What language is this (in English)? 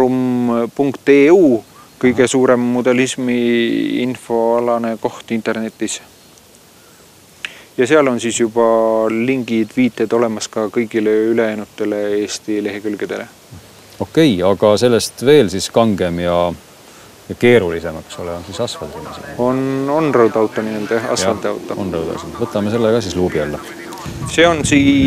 Estonian